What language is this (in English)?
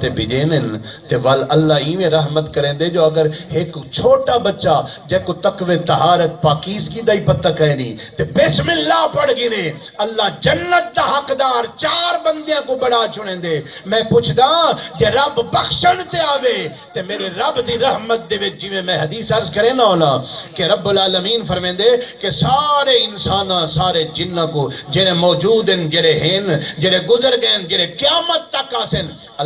Saraiki